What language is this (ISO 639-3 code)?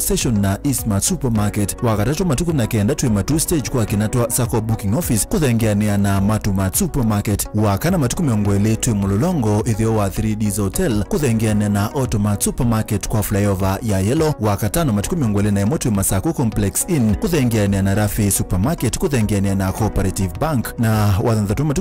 kam